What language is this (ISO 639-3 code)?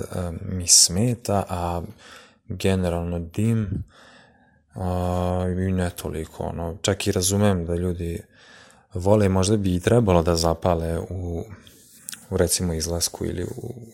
srp